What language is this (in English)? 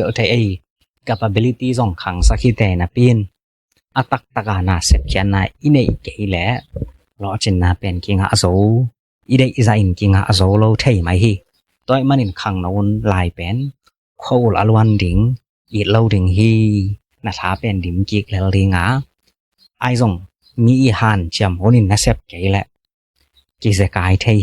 Tedim Chin